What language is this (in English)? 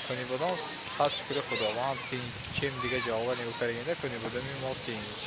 Tajik